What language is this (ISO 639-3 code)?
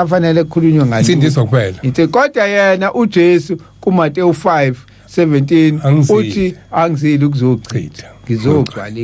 zul